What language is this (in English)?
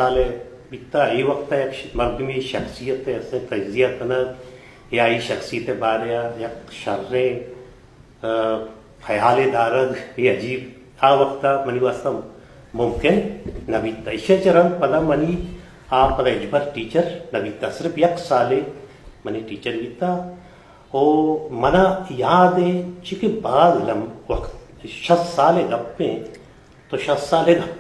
Baluchi